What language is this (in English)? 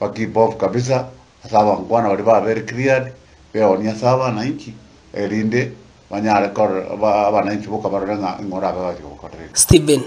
Gusii